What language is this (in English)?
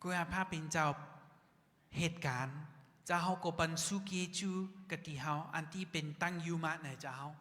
Shan